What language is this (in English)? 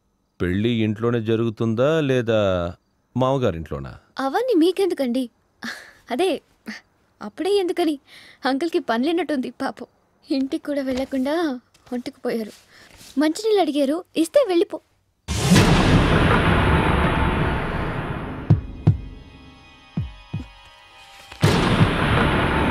Telugu